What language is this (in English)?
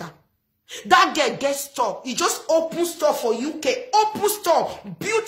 Nigerian Pidgin